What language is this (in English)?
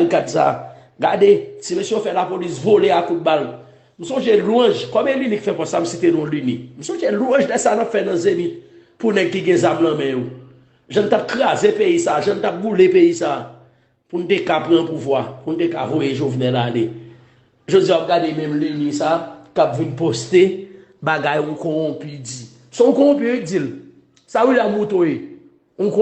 Haitian Creole